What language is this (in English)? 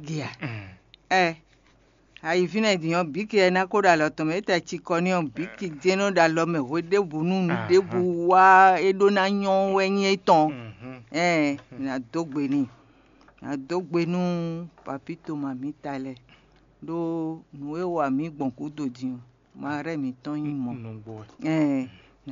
Fon